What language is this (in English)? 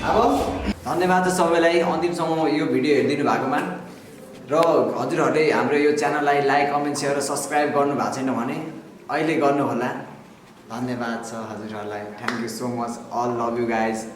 Nepali